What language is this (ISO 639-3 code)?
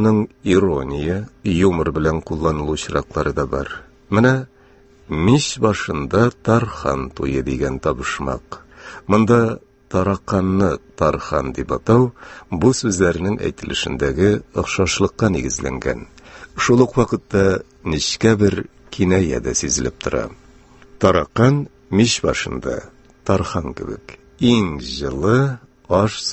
tat